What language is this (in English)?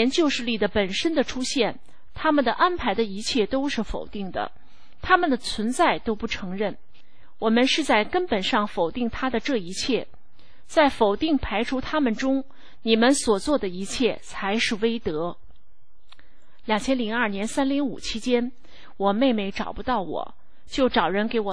Chinese